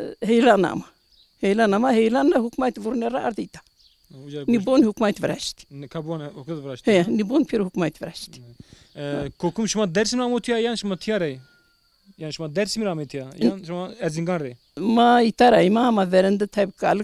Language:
Zaza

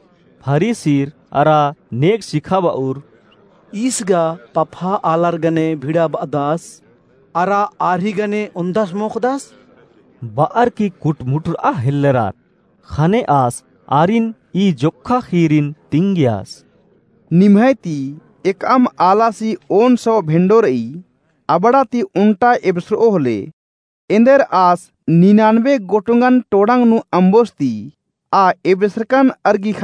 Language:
Kurukh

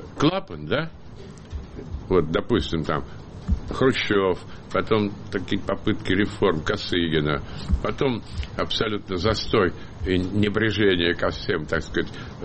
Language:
Russian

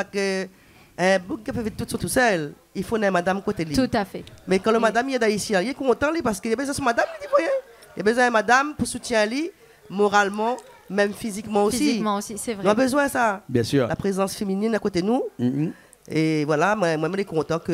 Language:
Réunion Creole French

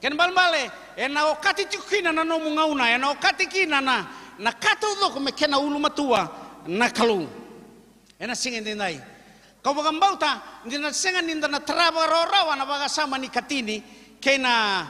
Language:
Fijian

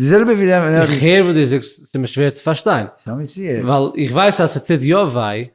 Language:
Yiddish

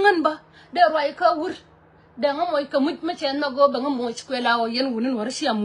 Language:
Nuer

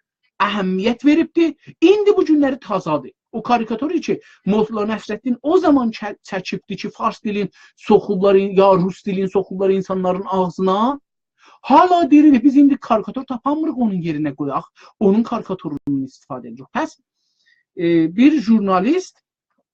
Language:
South Azerbaijani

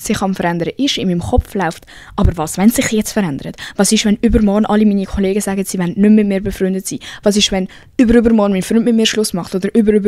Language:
Swiss German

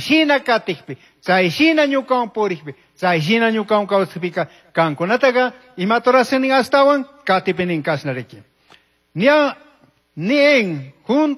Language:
Chimborazo Highland Quichua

